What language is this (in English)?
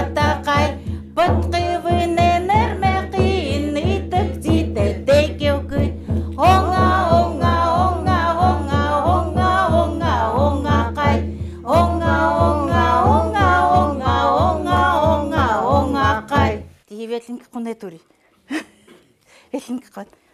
Chukot